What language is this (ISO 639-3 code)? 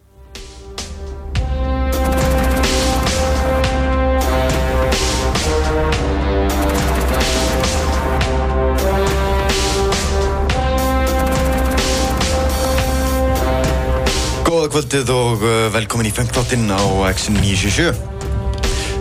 isl